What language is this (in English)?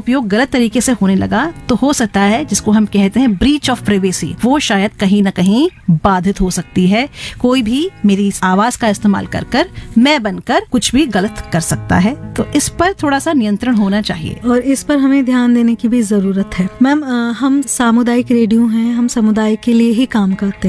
Hindi